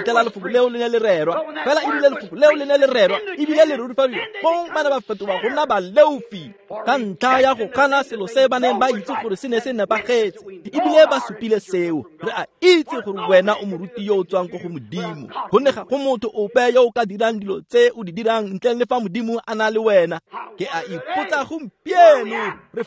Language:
Tswana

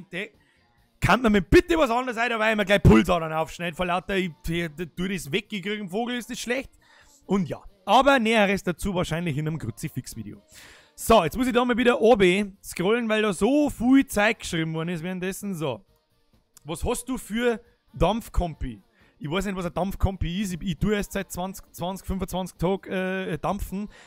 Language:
Bavarian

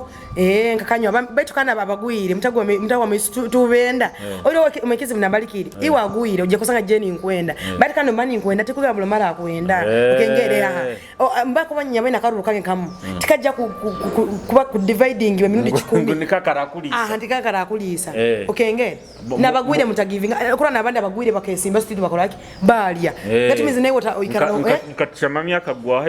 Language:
Nyoro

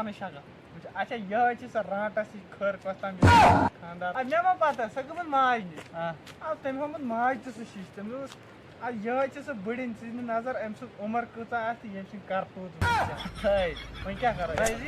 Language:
Kashmiri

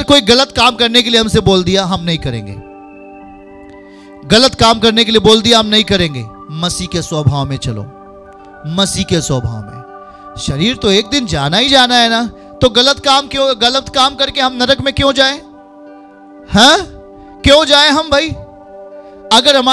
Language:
Hindi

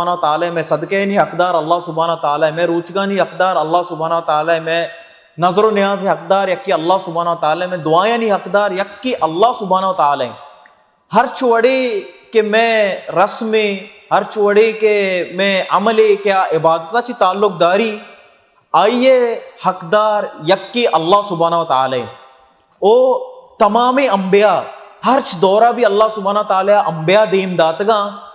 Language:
Baluchi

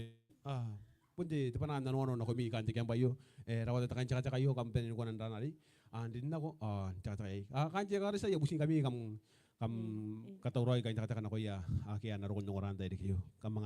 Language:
Gilbertese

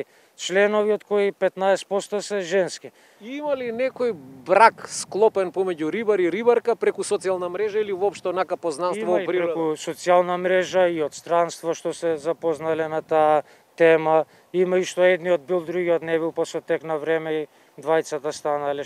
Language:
Macedonian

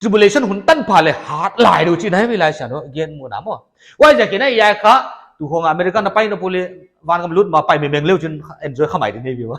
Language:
Paite Chin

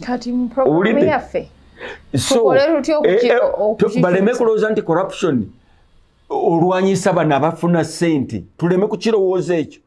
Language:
Ganda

